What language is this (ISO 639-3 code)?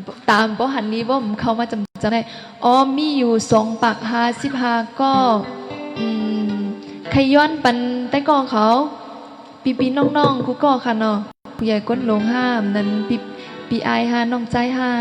shn